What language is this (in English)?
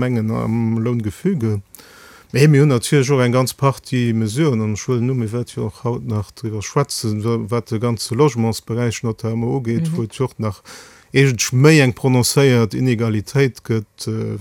Luxembourgish